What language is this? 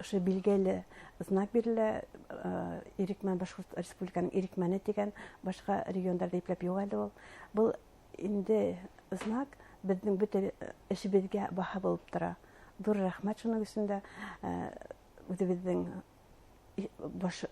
Bashkir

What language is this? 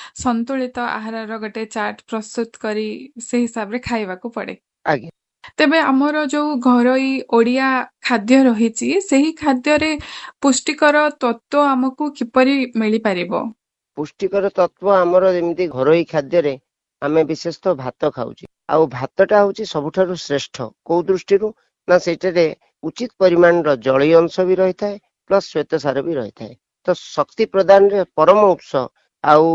Odia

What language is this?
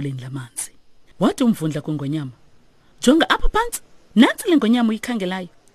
Xhosa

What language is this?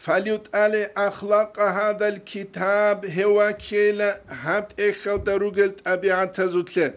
Avaric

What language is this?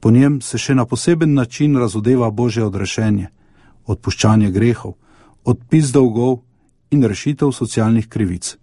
Slovenian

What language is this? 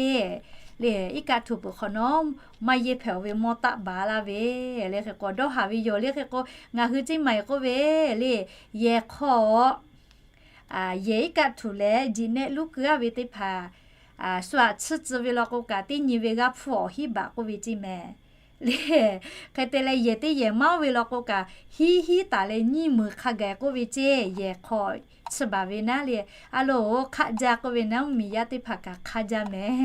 Lahu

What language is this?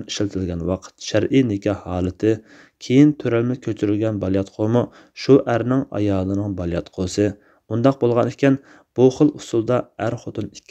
Uyghur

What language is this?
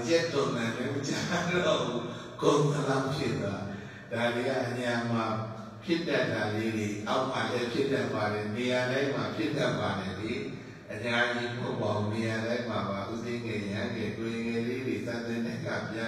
Burmese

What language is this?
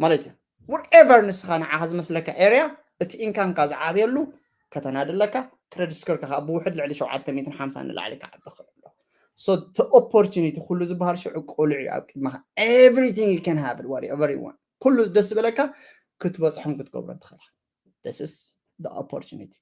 Tigrinya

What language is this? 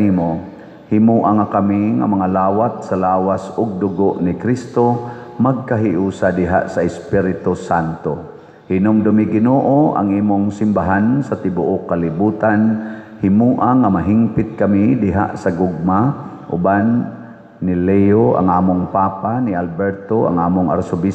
Cebuano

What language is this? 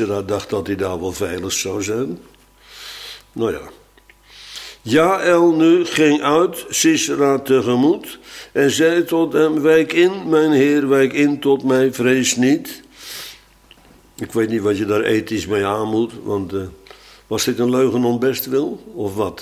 Dutch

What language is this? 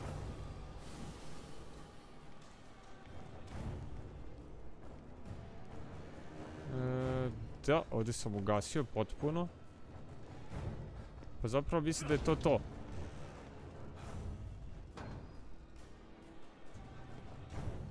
Croatian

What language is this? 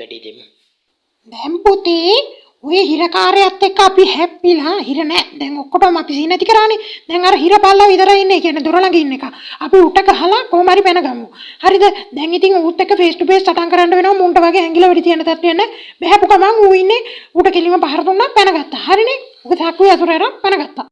Sinhala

